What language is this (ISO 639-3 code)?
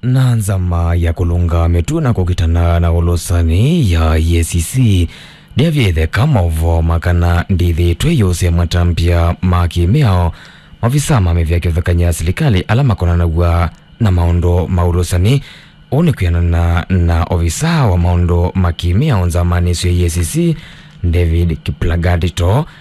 kam